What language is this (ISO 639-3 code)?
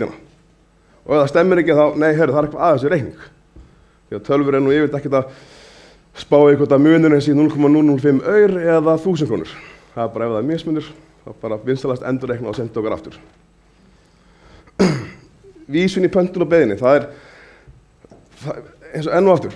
isl